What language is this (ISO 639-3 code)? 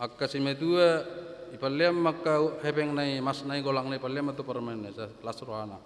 bbc